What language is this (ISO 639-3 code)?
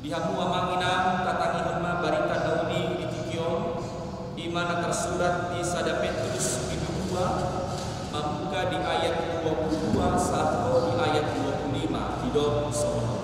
bbc